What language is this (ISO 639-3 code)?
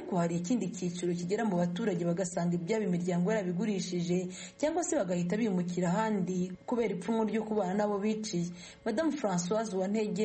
kin